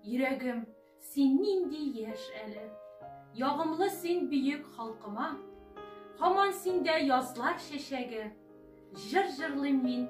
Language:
Tatar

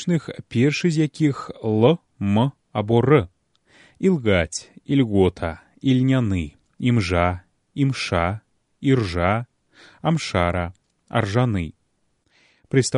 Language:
Belarusian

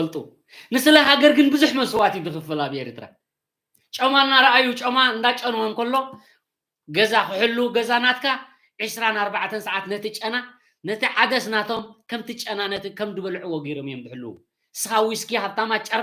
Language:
Tigrinya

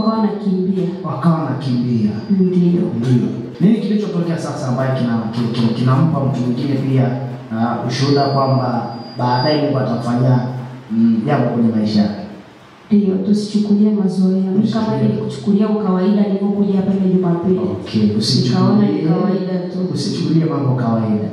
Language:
Swahili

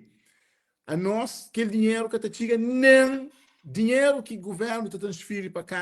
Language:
Kabuverdianu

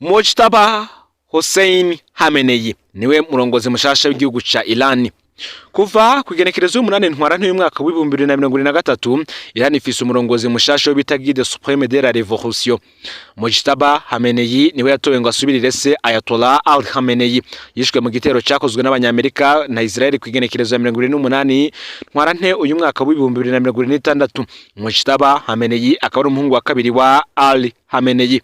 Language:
Rundi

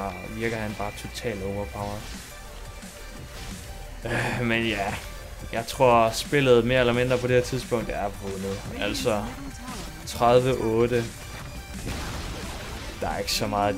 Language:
Danish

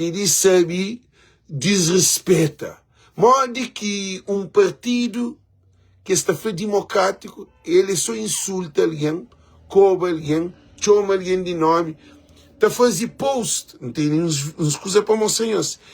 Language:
Kabuverdianu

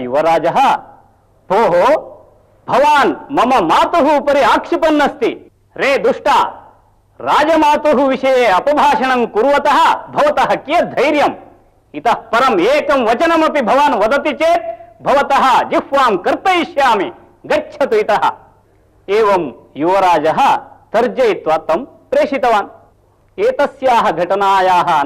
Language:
Sanskrit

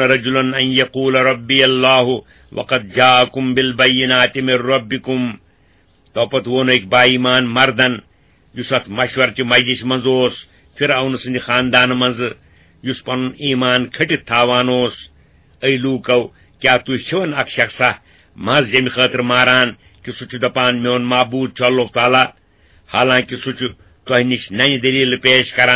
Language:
Kashmiri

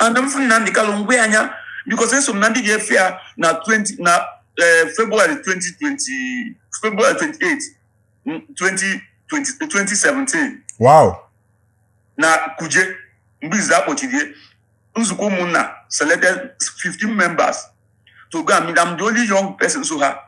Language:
Igbo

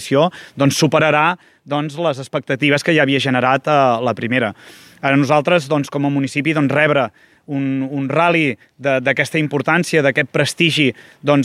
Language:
Catalan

